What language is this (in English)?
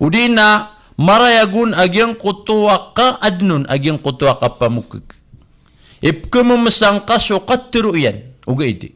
Maranao